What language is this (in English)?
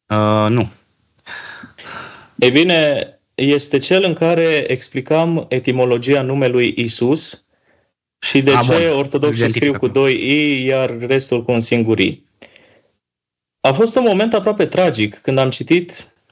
Romanian